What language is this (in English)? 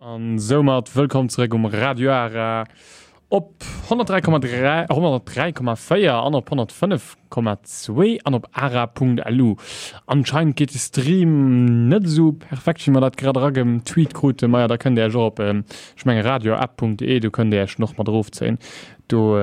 Luxembourgish